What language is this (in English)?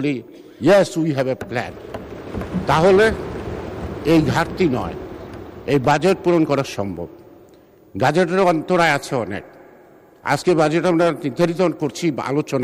Bangla